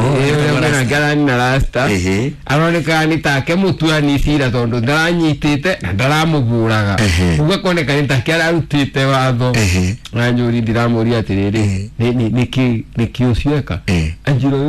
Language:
Kikuyu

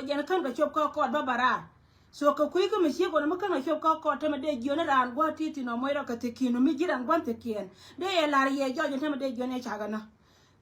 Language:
Nuer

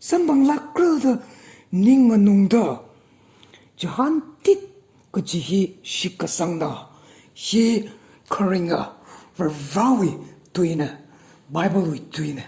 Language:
Tangkhul Naga (India)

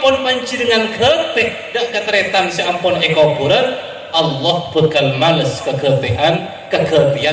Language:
Madurese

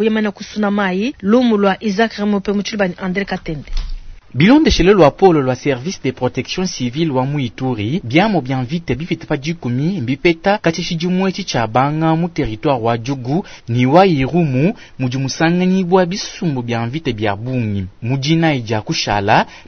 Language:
Luba-Lulua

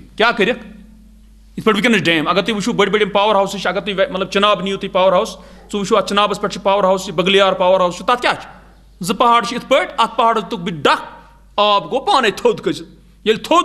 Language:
Kashmiri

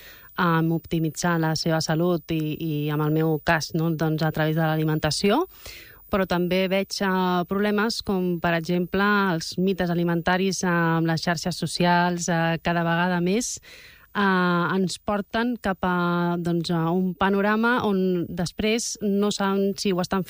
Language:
Catalan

